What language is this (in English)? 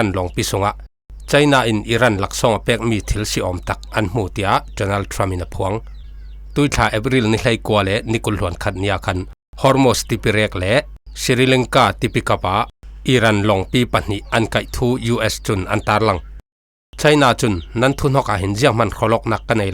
Falam Chin